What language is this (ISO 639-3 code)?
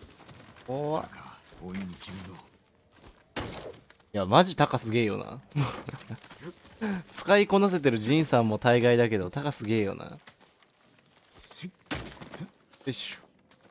jpn